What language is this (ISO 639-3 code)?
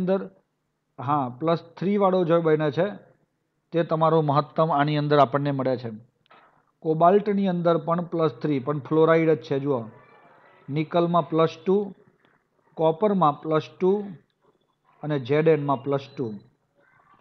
guj